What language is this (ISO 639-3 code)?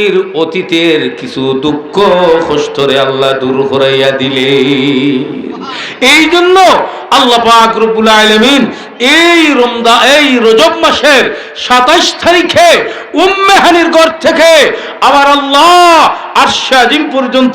syl